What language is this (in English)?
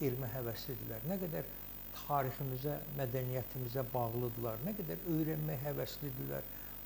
Azerbaijani